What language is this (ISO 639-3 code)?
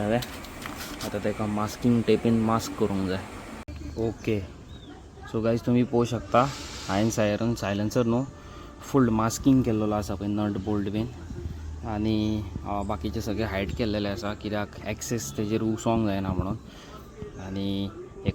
kok